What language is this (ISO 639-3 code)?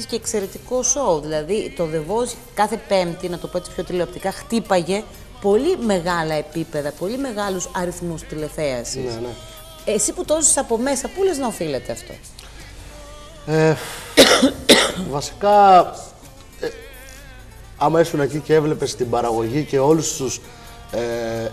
ell